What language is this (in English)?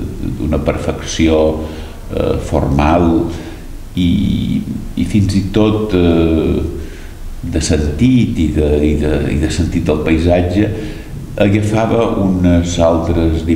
Catalan